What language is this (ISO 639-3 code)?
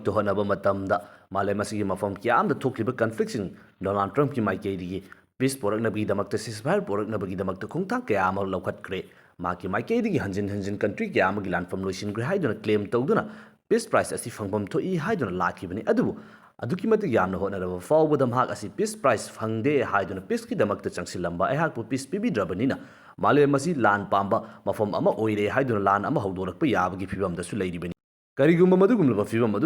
mni